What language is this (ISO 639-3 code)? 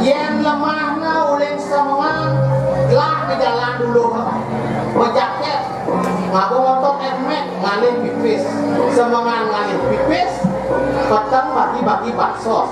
ban